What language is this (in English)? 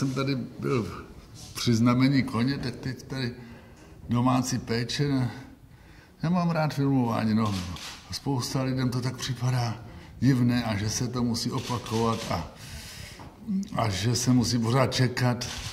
Czech